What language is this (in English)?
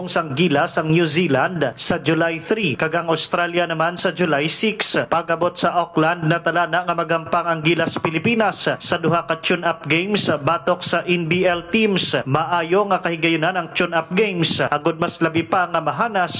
Hiligaynon